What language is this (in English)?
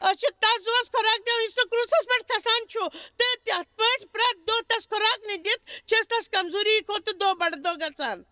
Kashmiri